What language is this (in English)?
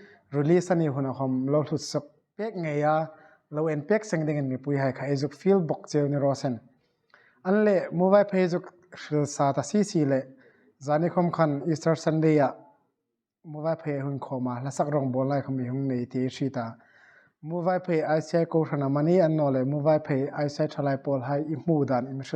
Hmar